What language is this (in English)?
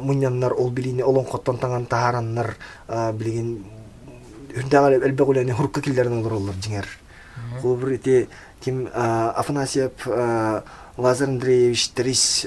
Yakut